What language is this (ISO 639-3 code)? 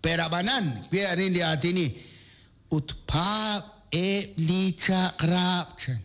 kek